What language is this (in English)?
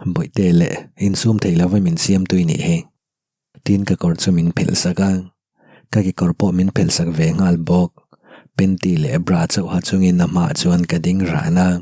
Mizo